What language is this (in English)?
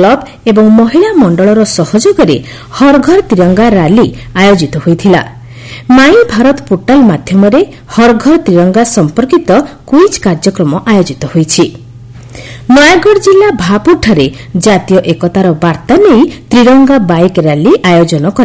Odia